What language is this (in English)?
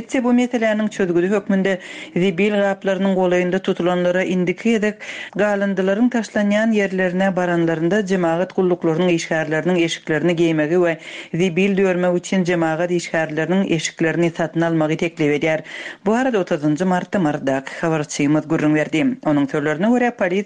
Turkmen